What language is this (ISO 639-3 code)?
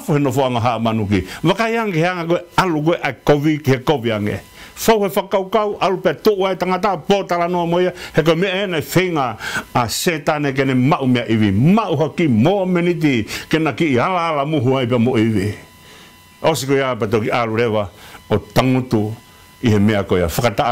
ton